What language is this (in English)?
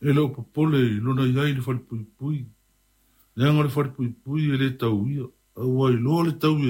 Samoan